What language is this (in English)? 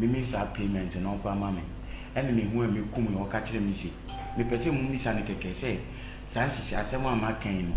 Akan